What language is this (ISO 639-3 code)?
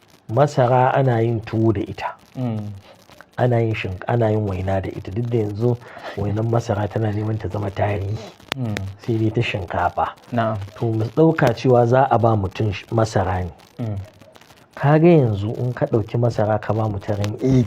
hau